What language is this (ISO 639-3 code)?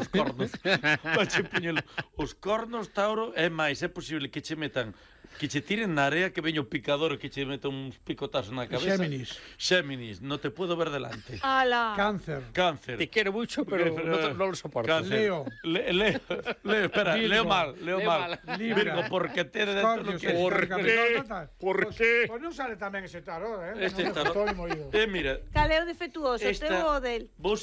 glg